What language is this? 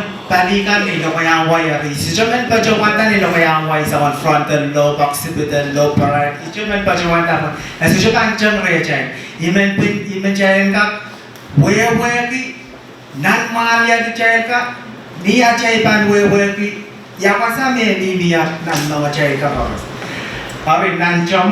Pohnpeian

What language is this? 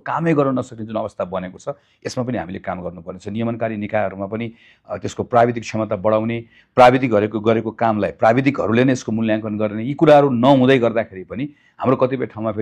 Nepali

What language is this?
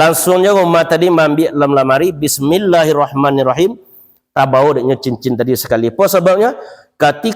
Minangkabau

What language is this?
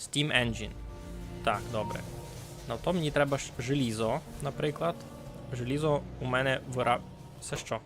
Rusyn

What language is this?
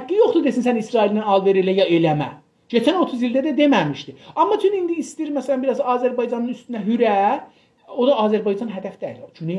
South Azerbaijani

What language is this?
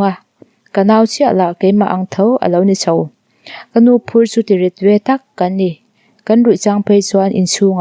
Mizo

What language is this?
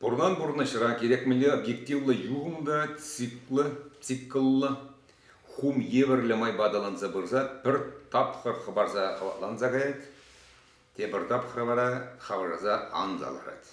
Chuvash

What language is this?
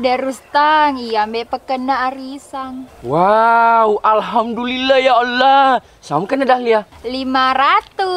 Buginese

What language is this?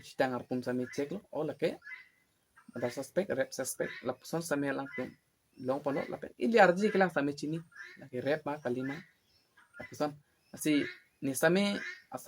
Karbi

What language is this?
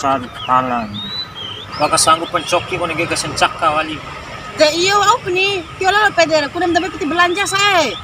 Bima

